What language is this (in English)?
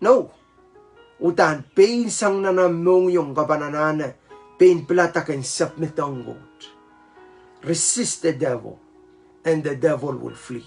Pohnpeian